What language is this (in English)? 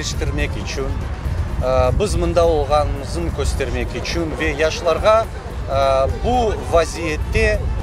Crimean Tatar